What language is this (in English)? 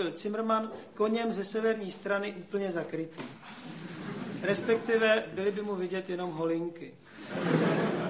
Czech